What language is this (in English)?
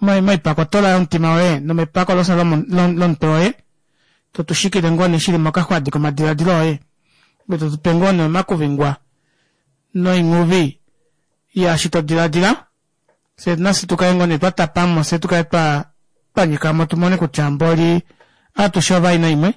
Kuanyama